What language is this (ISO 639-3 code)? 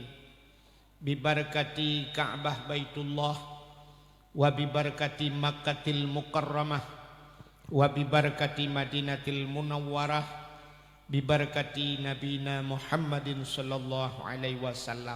ace